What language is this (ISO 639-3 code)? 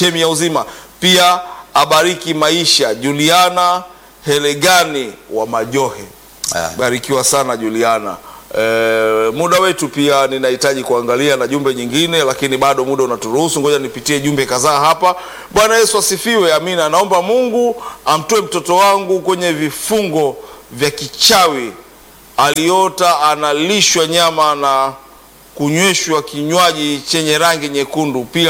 swa